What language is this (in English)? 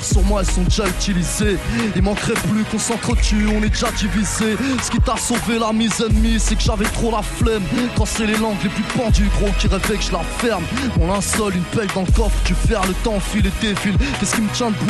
French